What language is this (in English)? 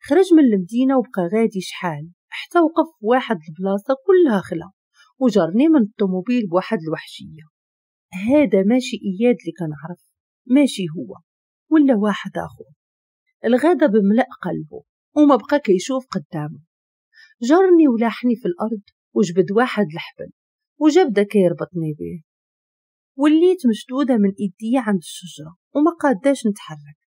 Moroccan Arabic